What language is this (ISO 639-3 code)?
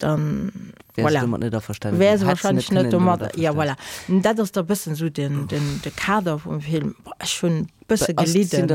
ltz